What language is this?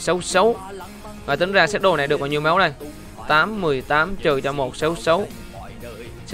Vietnamese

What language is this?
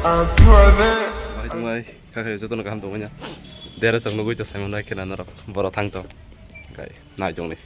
Kok Borok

